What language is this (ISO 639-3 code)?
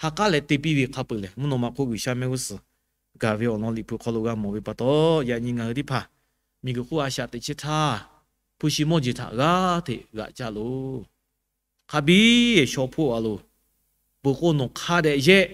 lhu